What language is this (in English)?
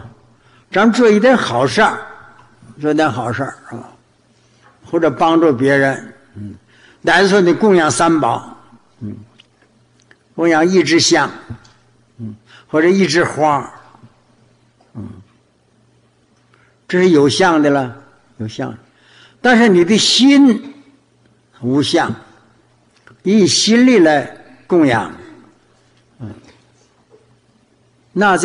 Chinese